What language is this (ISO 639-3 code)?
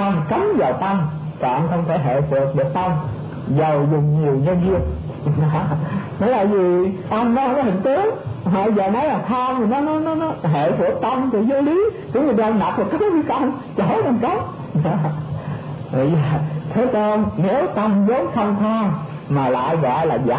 vie